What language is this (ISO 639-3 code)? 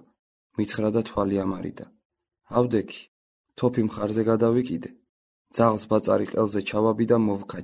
kat